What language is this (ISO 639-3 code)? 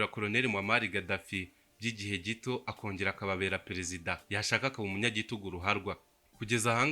kin